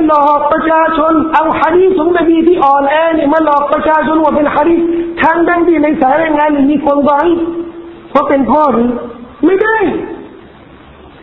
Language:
Thai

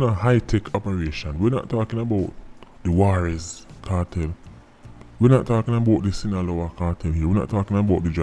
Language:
Jamaican Creole English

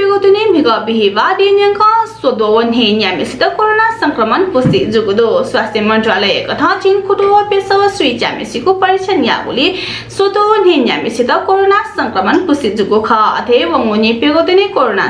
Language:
Newari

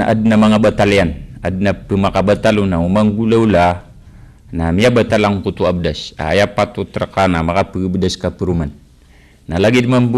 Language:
Maranao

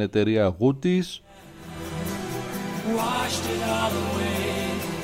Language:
Greek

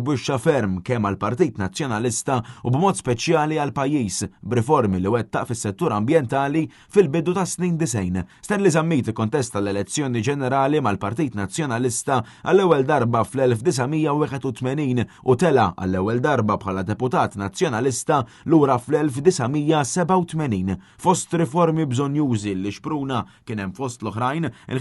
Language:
Maltese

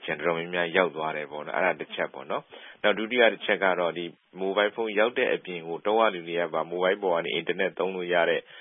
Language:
Burmese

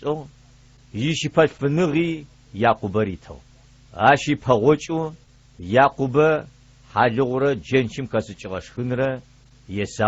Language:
Adyghe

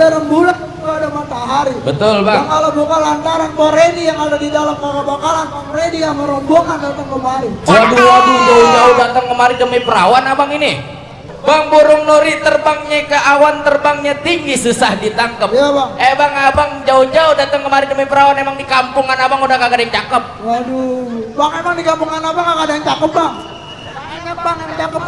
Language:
Betawi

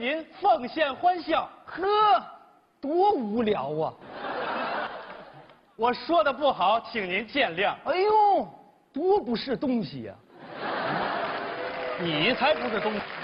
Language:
Chinese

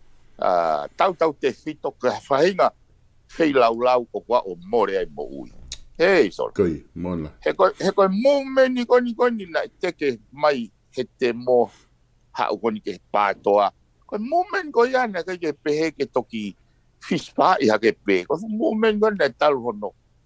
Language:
Tongan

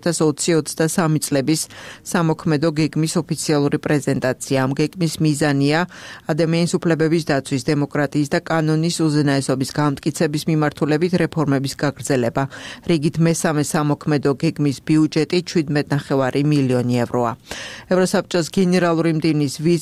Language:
Georgian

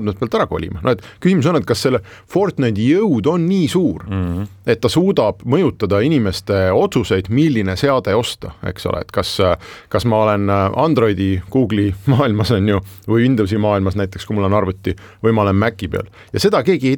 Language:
Estonian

